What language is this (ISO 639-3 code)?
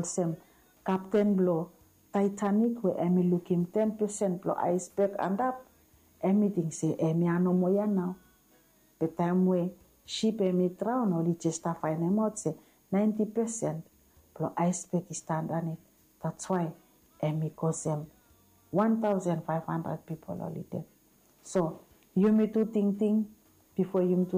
bis